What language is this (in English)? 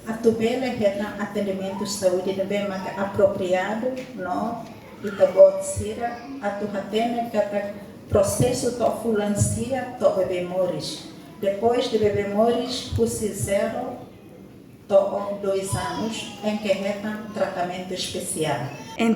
Tetum